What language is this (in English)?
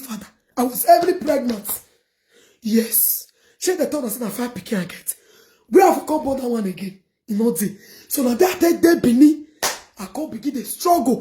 Nigerian Pidgin